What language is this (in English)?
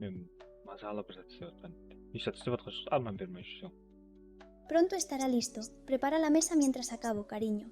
Kara-Kalpak